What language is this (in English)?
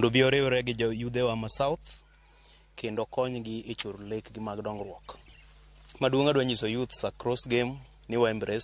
Luo (Kenya and Tanzania)